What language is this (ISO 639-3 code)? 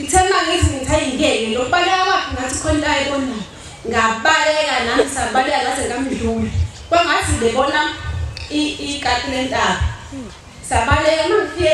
zul